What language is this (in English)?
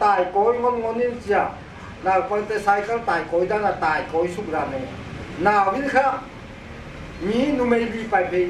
Paite Chin